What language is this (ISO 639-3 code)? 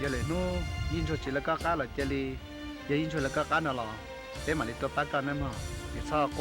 hmn